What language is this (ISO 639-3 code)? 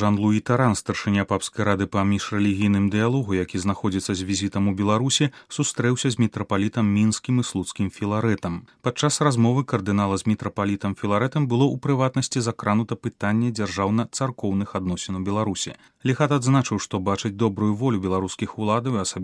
bel